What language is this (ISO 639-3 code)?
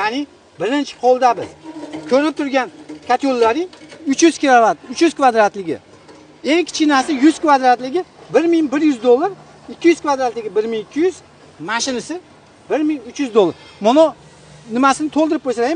uzb